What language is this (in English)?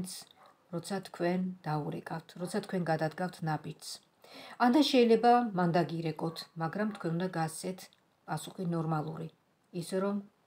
Georgian